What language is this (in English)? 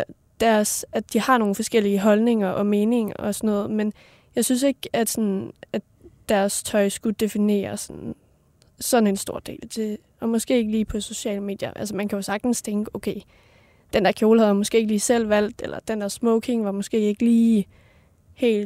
Danish